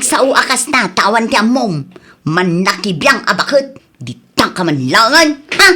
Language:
Iloko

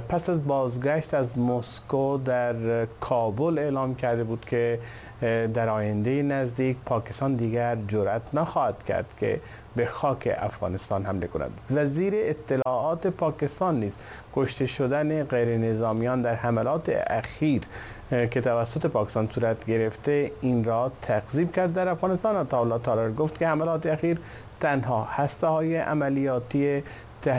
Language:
Persian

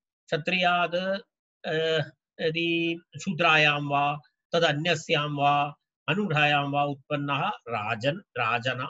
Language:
Sanskrit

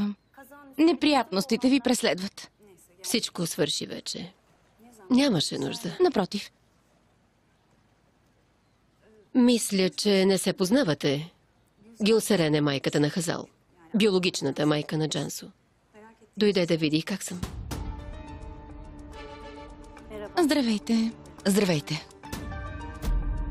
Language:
Bulgarian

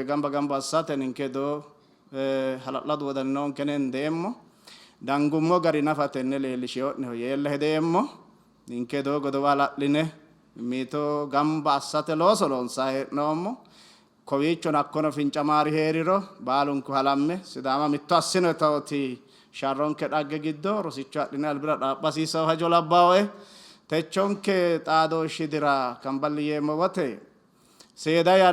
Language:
Sidamo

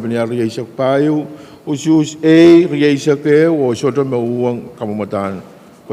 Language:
Pohnpeian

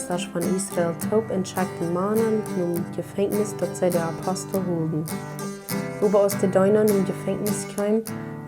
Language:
Plautdietsch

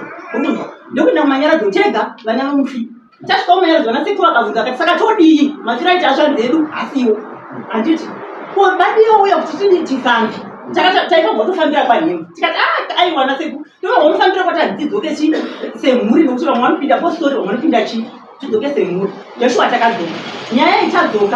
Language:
Shona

